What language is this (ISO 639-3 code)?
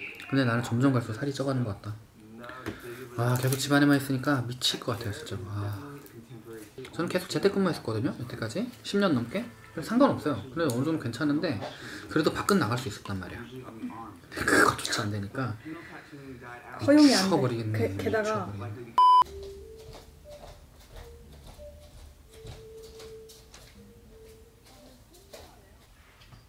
kor